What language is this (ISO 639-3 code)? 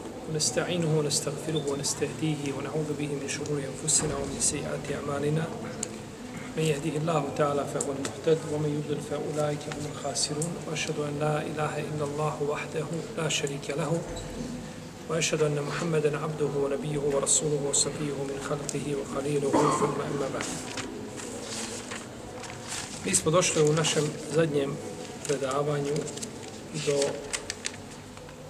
bos